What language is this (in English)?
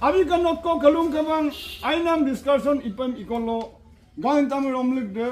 Adi